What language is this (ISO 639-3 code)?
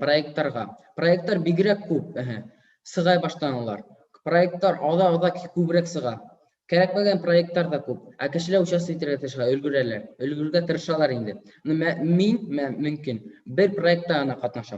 bak